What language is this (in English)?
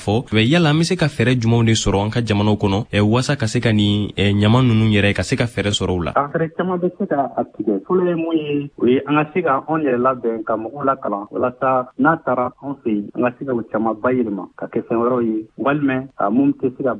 Bambara